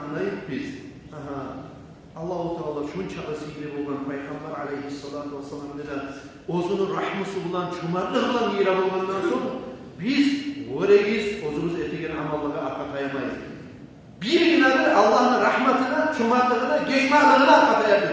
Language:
Kumyk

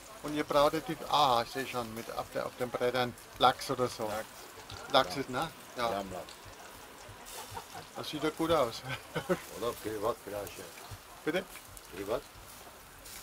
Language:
German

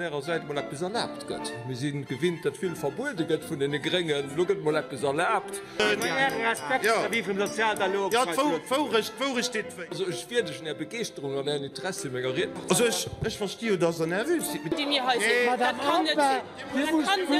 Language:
Luxembourgish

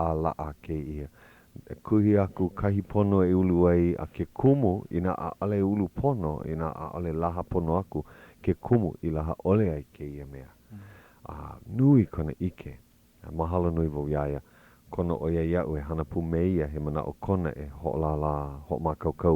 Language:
Hawaiian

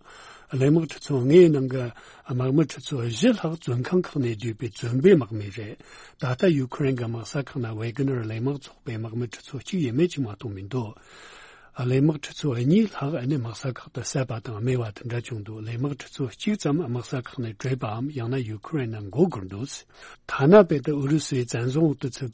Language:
Tibetan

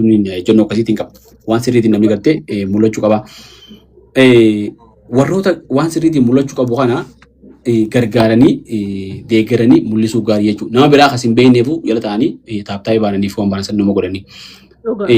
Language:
Oromo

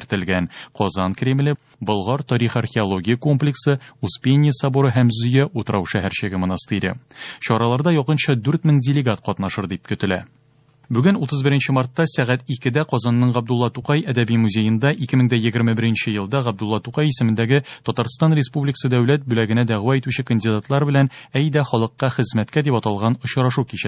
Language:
Tatar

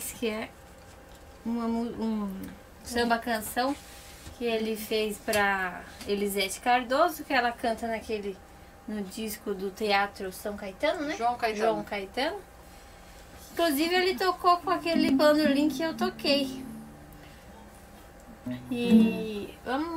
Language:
Portuguese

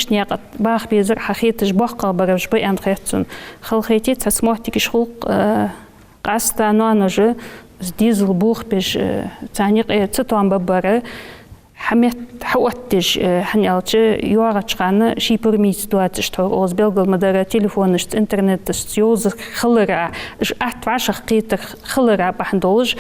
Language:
Ingush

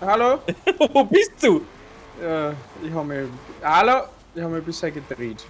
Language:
Bavarian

